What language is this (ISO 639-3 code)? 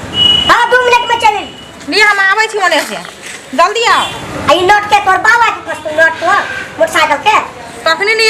mai